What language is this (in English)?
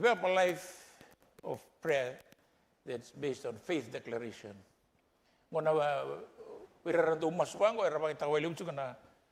Fijian